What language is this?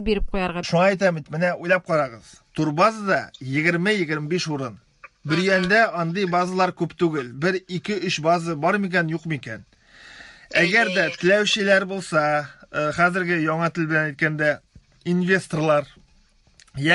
Tatar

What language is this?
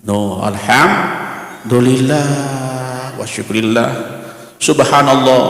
Sasak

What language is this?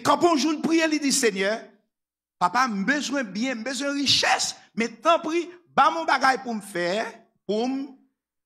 Haitian Creole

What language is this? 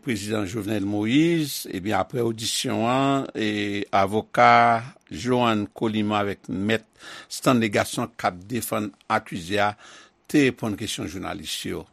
Haitian Creole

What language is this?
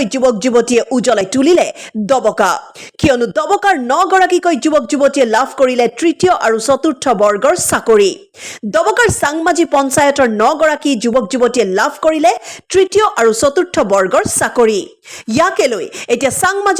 Assamese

